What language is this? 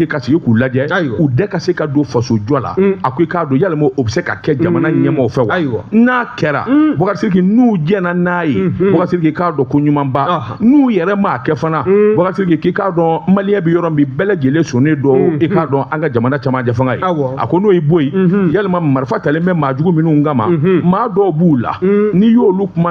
Bambara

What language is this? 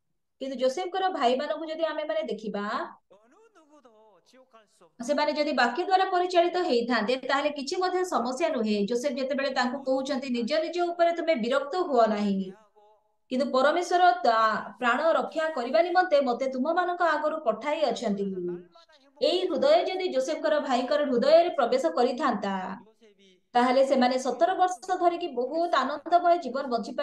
Odia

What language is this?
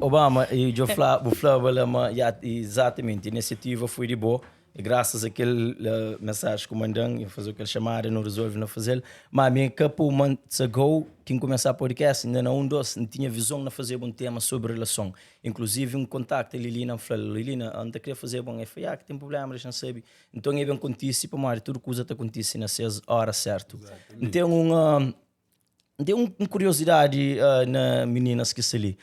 Kabuverdianu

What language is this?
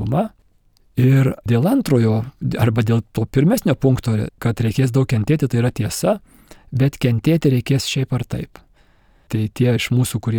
Lithuanian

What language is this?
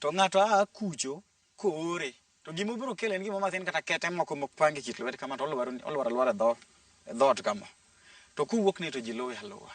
Luo (Kenya and Tanzania)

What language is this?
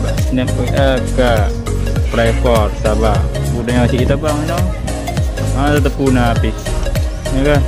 Achinese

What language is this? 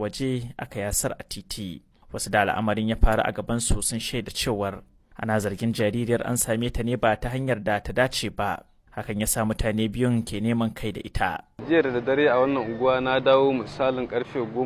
Hausa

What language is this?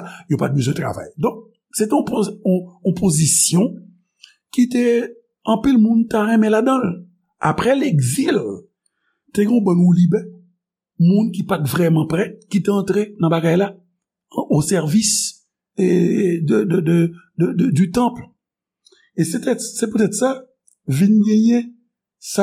Haitian Creole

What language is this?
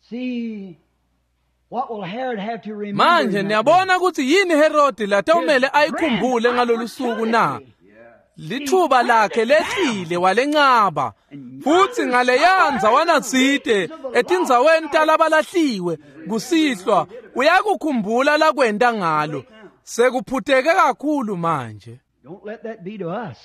Swati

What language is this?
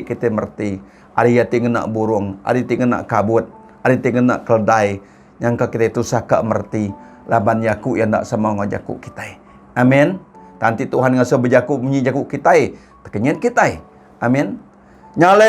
Iban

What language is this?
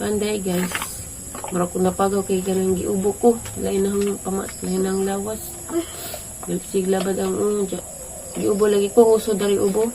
Cebuano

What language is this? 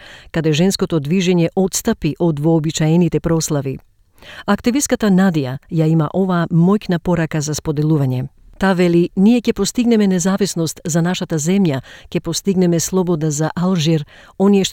Macedonian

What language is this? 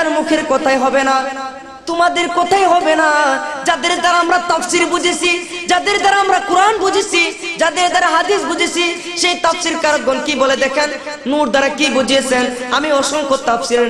Bangla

